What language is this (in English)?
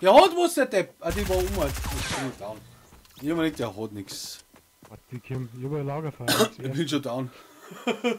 Bavarian